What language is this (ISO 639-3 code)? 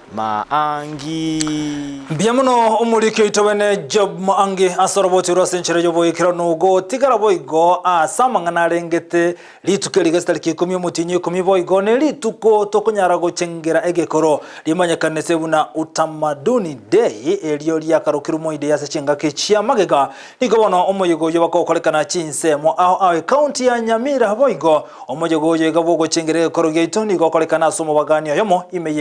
guz